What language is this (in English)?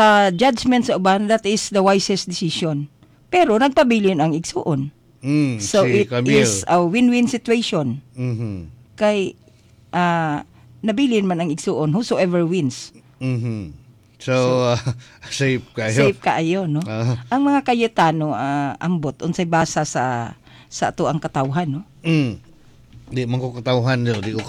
Cebuano